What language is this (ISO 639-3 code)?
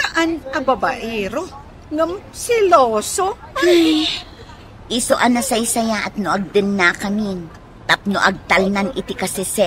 ilo